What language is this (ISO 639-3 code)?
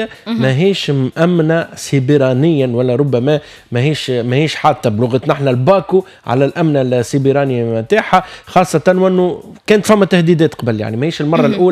aeb